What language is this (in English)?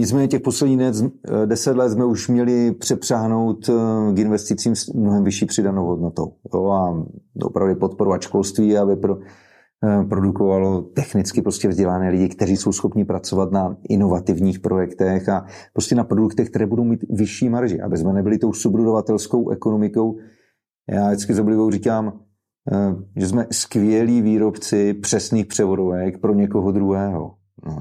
Czech